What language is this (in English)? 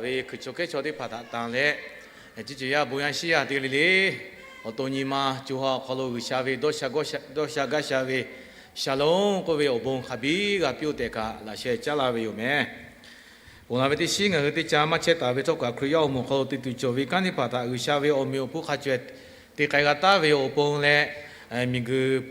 Lahu